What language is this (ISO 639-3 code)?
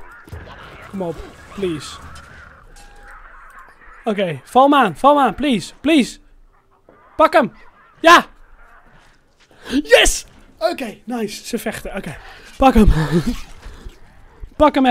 nld